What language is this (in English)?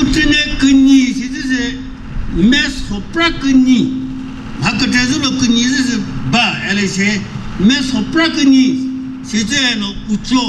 Chokri Naga